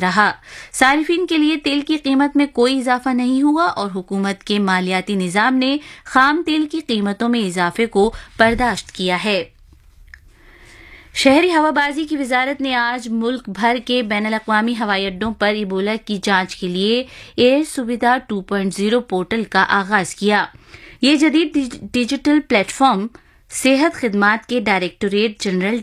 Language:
Urdu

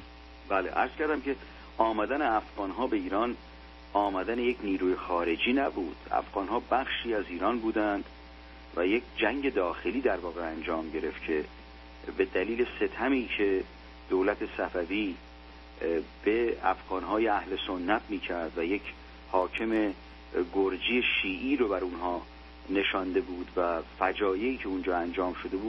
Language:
Persian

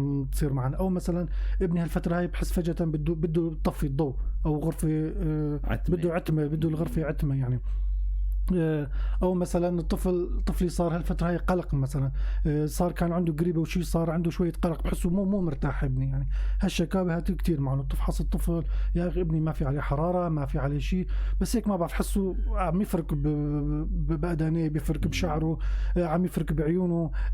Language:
North Levantine Arabic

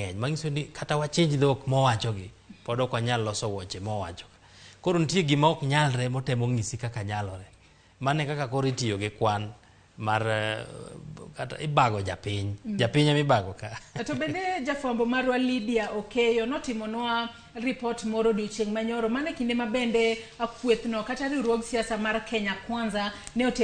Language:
Luo (Kenya and Tanzania)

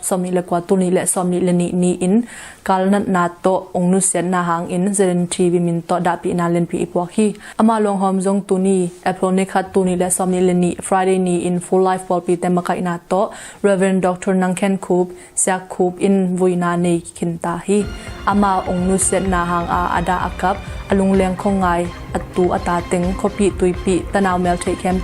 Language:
Tedim Chin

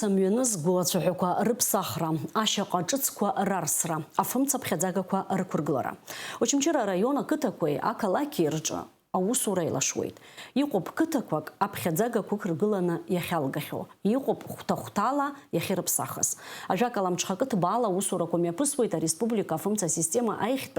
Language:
Abkhazian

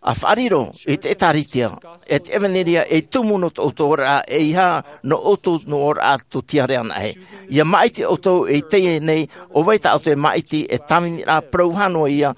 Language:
Tahitian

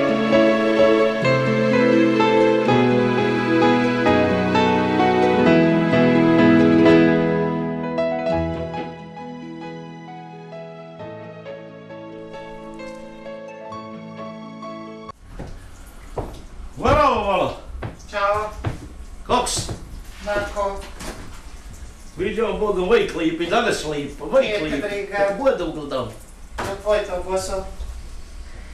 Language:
Bosnian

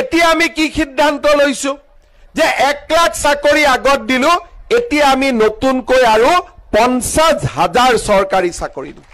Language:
Assamese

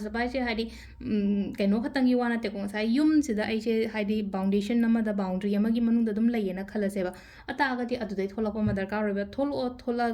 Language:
Manipuri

